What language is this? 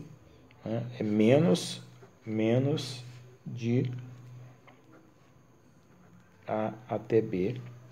Portuguese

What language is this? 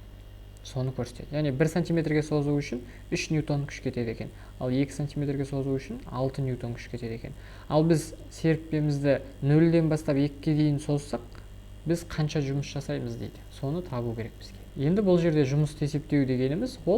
Kazakh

